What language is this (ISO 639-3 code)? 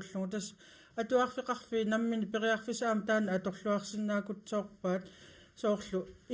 kal